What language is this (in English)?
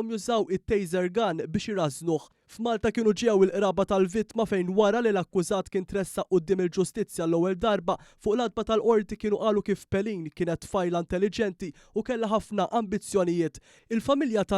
Maltese